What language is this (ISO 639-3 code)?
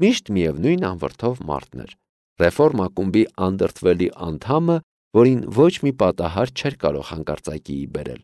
hye